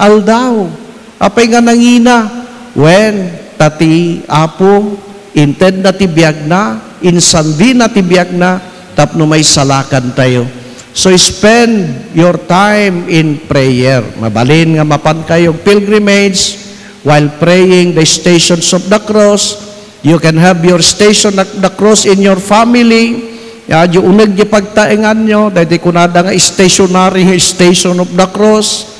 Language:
Iloko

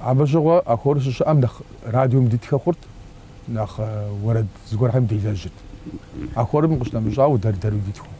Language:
Kabardian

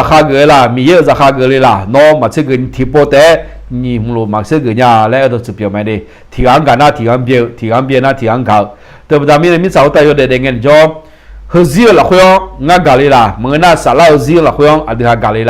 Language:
Akha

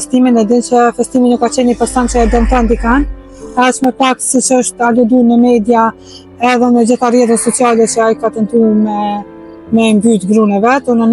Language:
Albanian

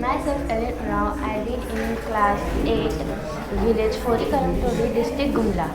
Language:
Kurukh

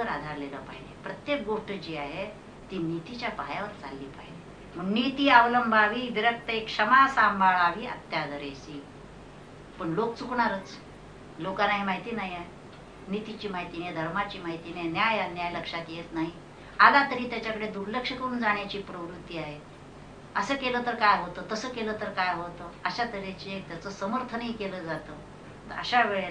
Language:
Marathi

